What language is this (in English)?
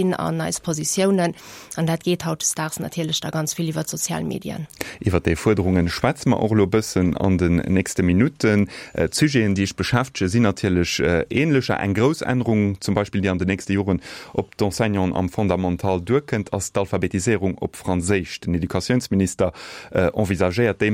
Luxembourgish